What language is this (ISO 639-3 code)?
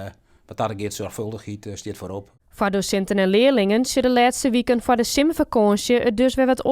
fry